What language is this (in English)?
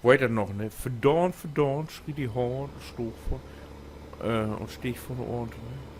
Low German